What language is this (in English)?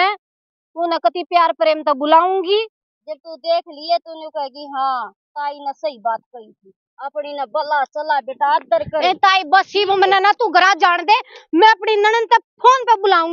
Haryanvi